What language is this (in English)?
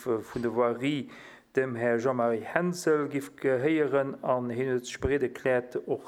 Luxembourgish